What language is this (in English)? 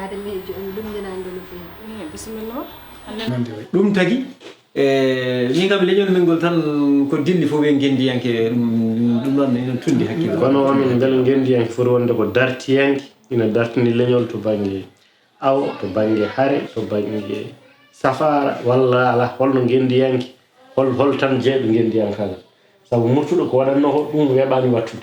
Fula